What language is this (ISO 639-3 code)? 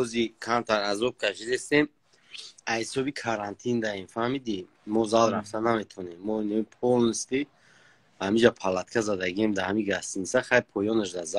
tgk